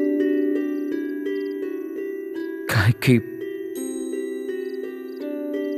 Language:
Bhojpuri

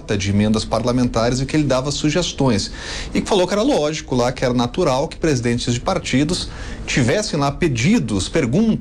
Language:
Portuguese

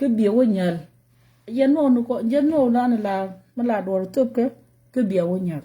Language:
Nuer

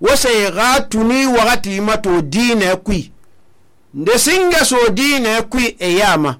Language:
Susu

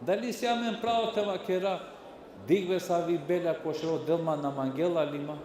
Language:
Balkan Romani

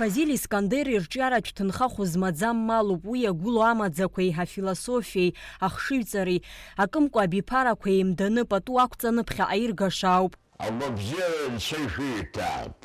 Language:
Abkhazian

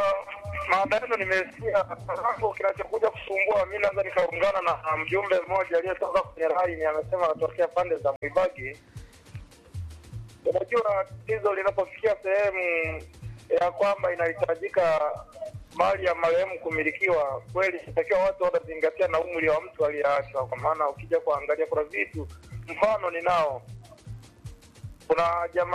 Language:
Swahili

